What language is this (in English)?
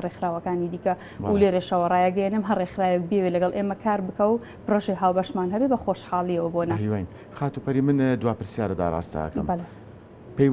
Central Kurdish